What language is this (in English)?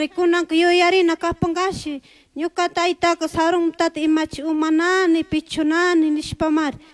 Chimborazo Highland Quichua